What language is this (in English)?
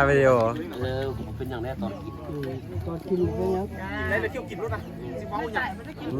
Lao